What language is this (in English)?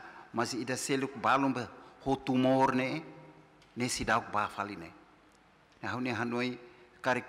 Tetum